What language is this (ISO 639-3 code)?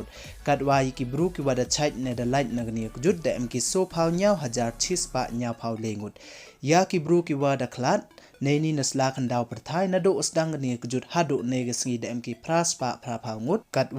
pbv